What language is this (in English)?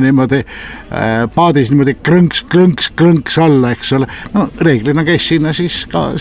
Estonian